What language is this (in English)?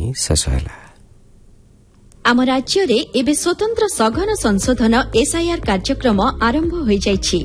Odia